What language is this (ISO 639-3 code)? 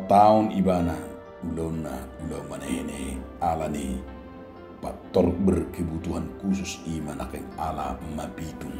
bbc